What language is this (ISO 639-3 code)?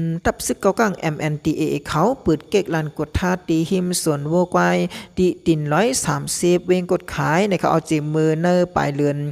shn